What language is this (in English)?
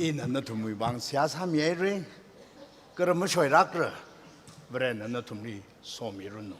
Tangkhul Naga (India)